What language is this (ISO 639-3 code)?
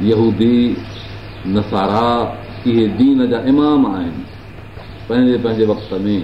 snd